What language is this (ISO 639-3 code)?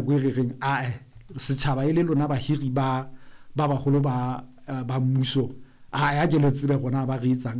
sot